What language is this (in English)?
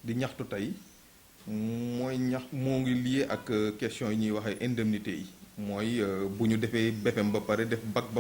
Wolof